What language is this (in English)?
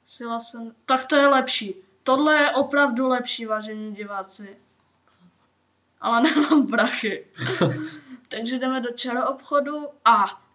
Czech